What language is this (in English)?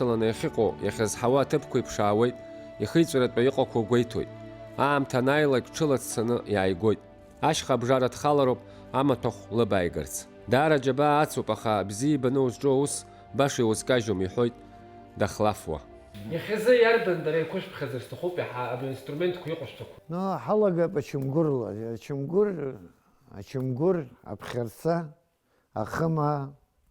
Abkhazian